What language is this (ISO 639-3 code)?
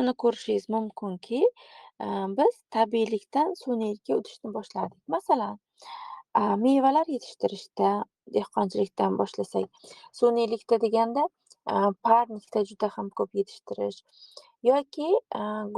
uzb